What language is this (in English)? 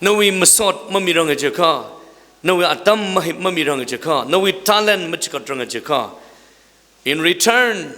Tangkhul Naga (India)